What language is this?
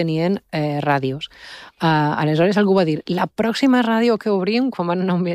Catalan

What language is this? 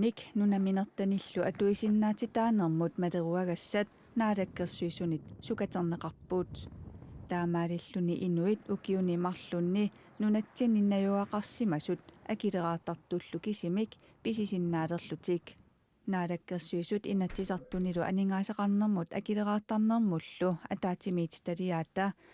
Kalaallisut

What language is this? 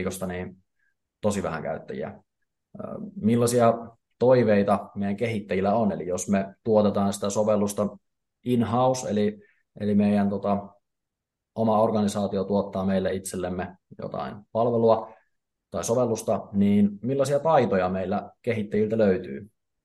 Finnish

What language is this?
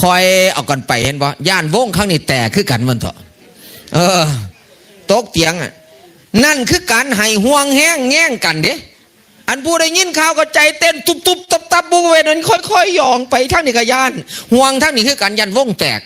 Northeastern Thai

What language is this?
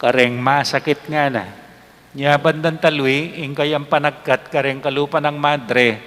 Pampanga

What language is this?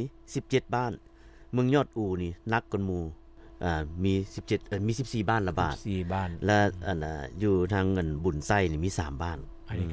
Lao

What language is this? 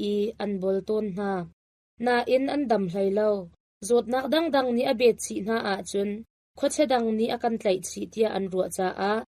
Hakha Chin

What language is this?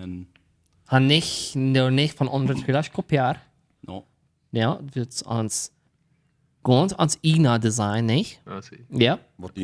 Plautdietsch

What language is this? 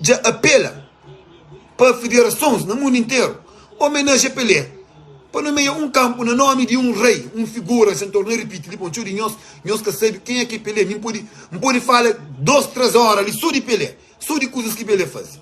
Kabuverdianu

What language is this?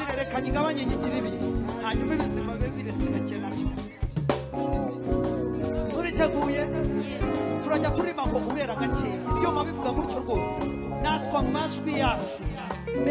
Kinyarwanda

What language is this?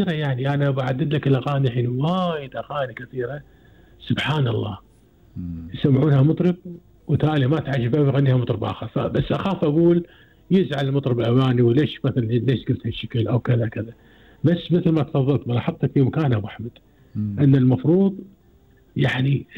Gulf Arabic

